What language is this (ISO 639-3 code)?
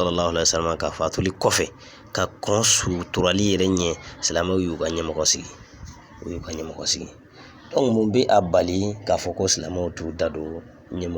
bam